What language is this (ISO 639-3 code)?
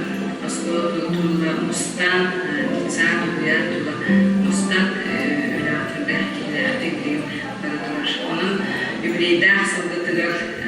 sah